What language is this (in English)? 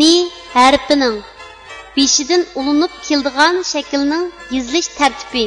Uyghur